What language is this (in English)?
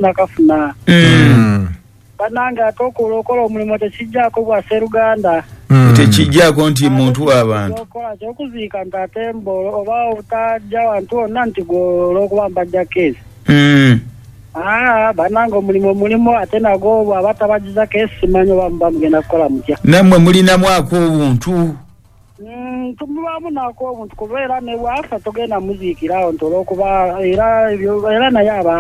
Ganda